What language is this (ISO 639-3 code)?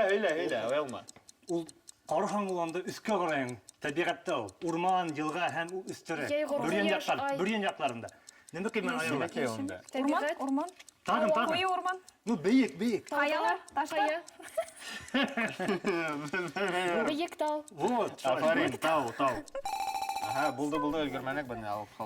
bak